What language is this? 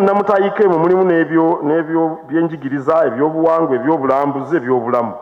Ganda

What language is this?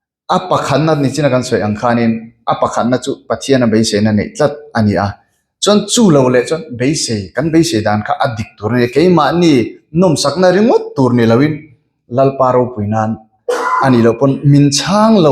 Mizo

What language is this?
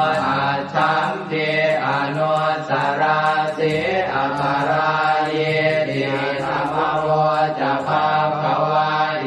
Pali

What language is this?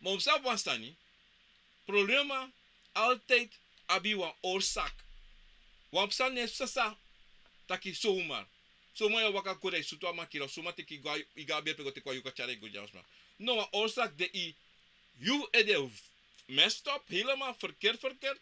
Sranan Tongo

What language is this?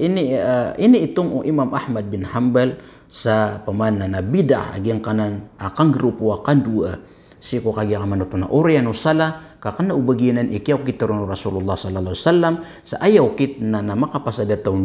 Maranao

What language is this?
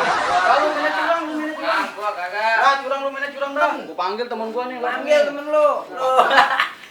Betawi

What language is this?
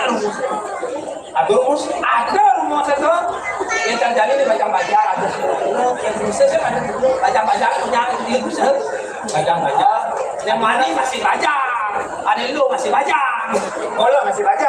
Balinese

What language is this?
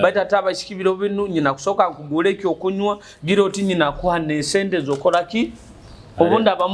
Nyoro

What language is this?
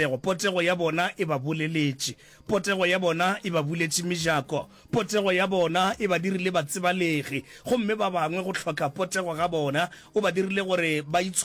Northern Sotho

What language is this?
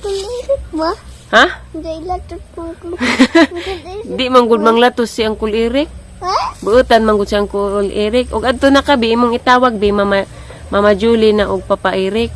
Cebuano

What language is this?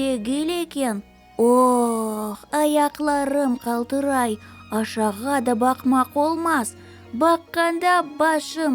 Crimean Tatar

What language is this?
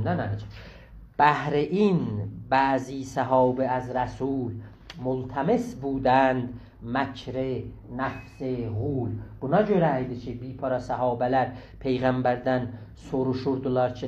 South Azerbaijani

